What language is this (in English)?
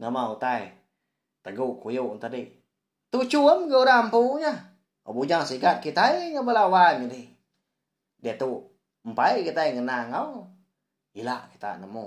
Iban